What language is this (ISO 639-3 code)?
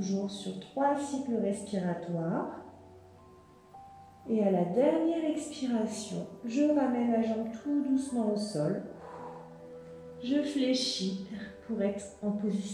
fra